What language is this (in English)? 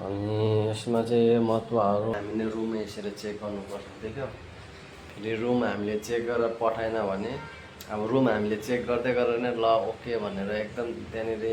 Nepali